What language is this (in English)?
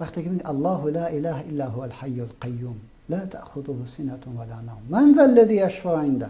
Persian